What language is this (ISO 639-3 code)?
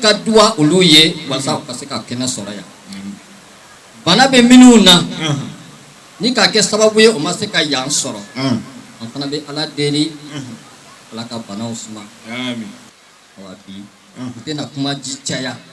bam